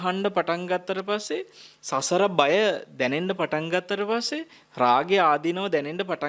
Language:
Sinhala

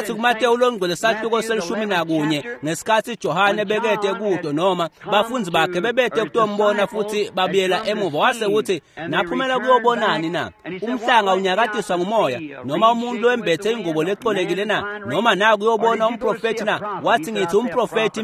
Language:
Swati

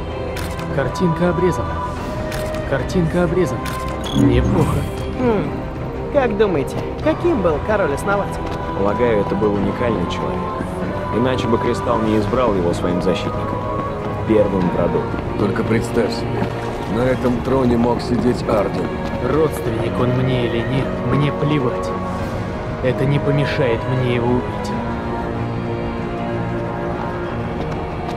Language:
Russian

